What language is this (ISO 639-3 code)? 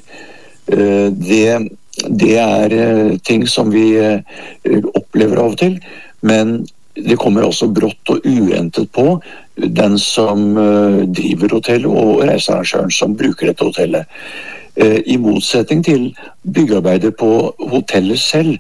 nor